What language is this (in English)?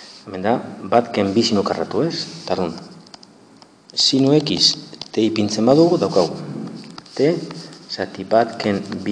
Basque